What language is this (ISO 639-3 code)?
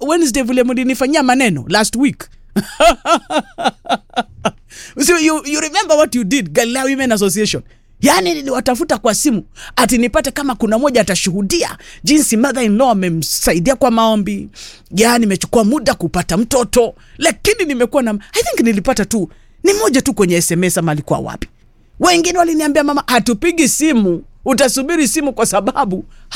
swa